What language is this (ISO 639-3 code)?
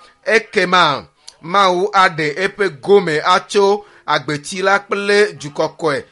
ewe